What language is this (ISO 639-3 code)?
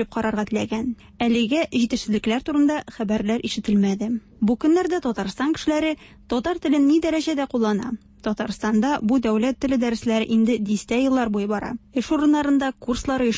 tat